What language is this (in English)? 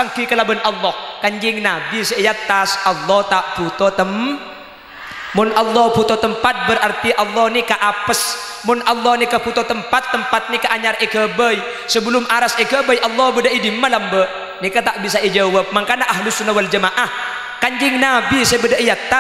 Madurese